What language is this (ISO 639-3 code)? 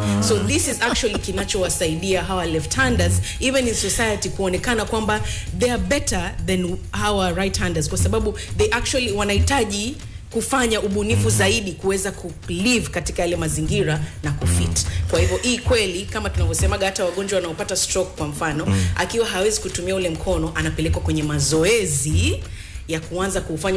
swa